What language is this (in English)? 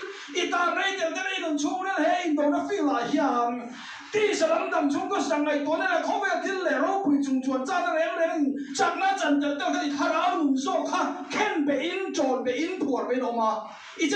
Mizo